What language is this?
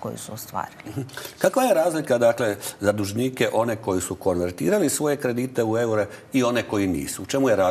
Croatian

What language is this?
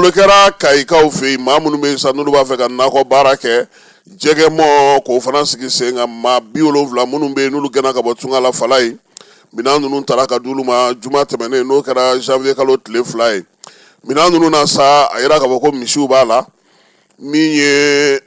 Bambara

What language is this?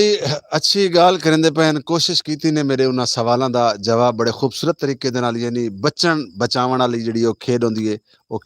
Saraiki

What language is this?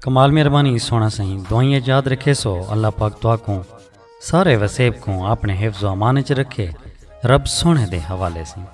Saraiki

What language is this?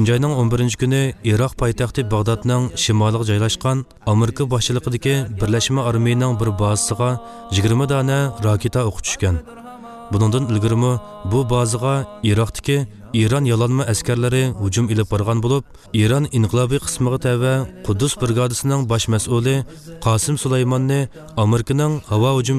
Uyghur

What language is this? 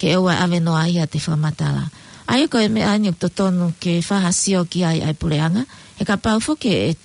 Tongan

